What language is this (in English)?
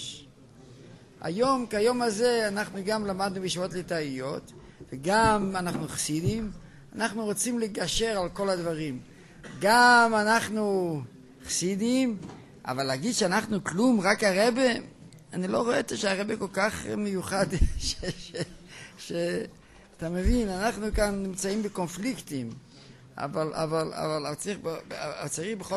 Hebrew